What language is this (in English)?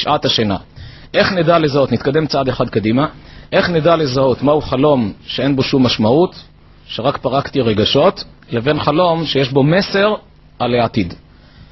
Hebrew